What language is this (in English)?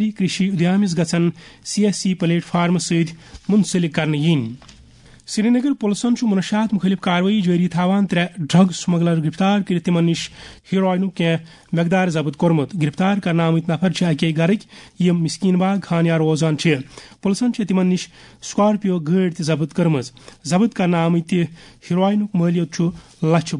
Kashmiri